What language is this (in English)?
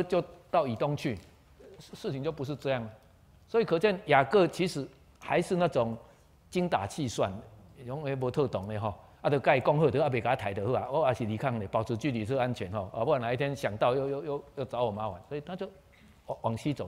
Chinese